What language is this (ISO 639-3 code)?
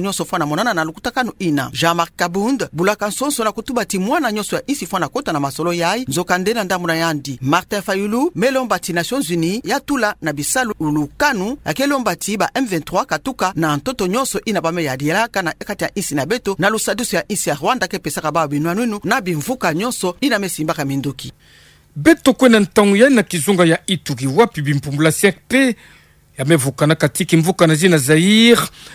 ktu